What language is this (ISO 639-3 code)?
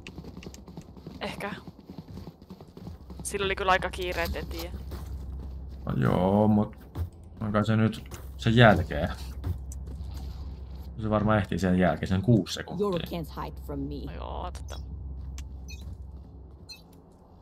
fin